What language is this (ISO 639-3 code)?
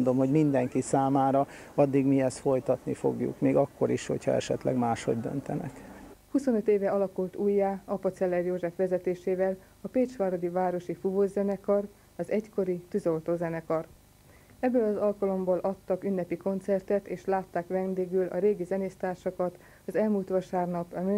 hun